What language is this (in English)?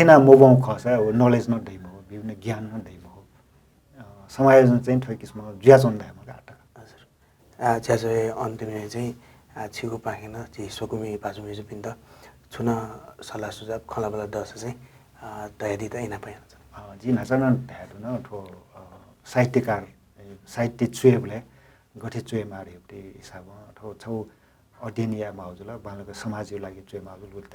Newari